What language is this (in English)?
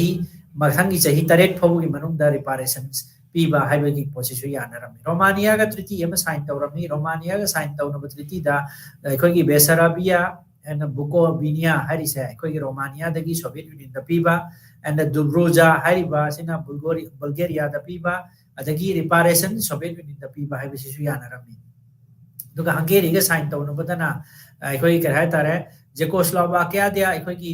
Manipuri